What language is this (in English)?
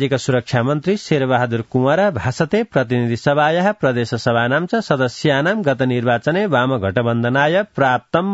Sanskrit